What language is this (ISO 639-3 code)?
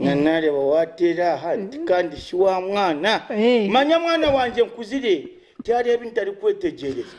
nyn